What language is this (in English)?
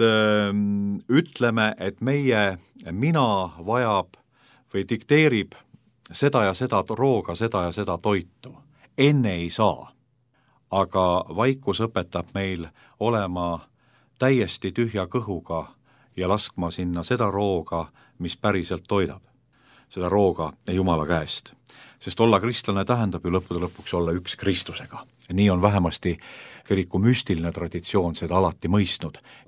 Estonian